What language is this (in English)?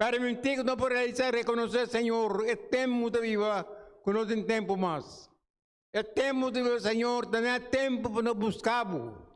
Papiamento